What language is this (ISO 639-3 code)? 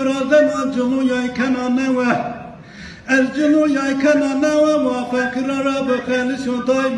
zza